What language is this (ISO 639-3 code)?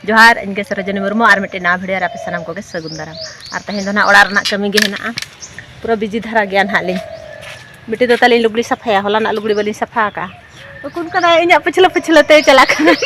sat